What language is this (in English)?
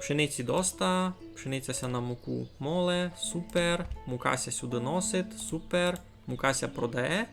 Rusyn